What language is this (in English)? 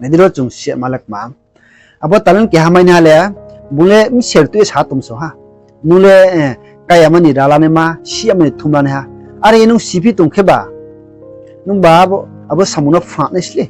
Riang (India)